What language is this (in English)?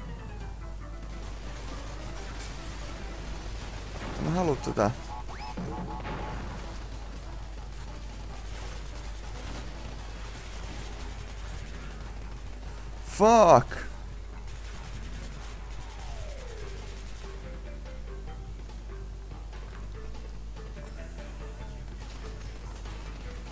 Finnish